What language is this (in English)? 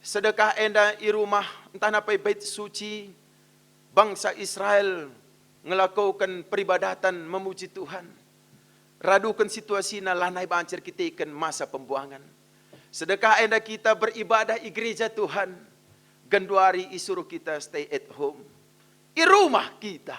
Batak Karo